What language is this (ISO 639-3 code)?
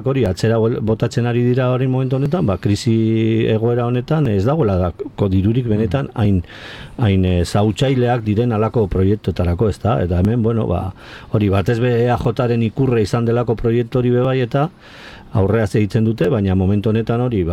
eus